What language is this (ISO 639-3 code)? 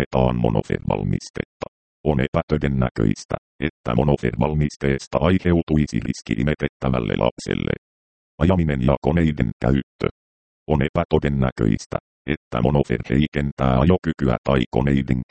fin